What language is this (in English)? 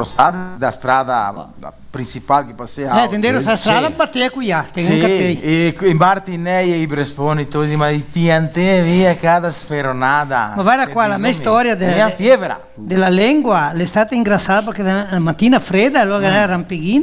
Venetian